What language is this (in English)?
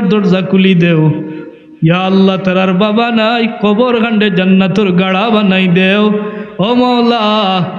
Sylheti